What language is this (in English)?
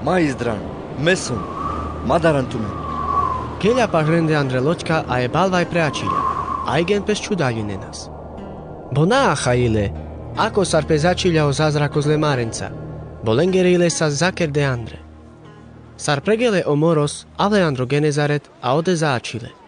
Carpathian Romani